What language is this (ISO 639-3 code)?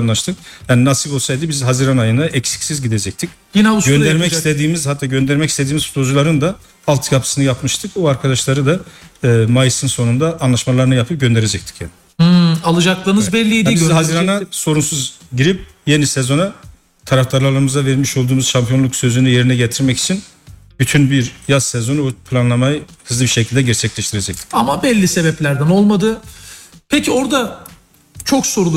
tur